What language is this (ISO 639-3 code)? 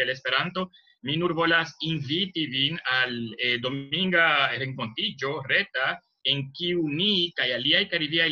epo